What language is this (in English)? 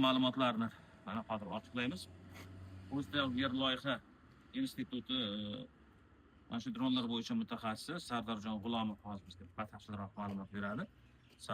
Uzbek